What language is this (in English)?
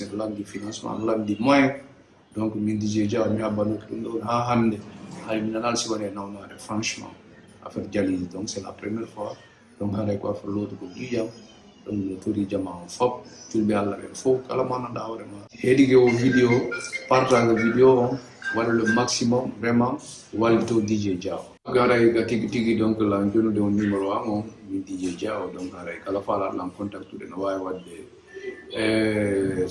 Fula